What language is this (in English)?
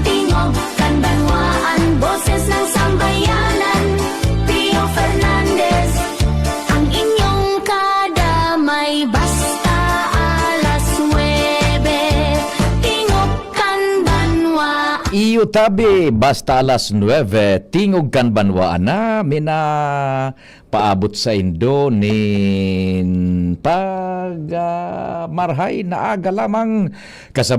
Bikol